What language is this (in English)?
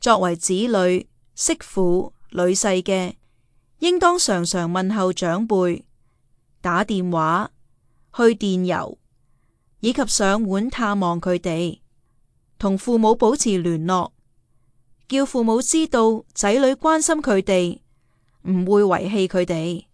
Cantonese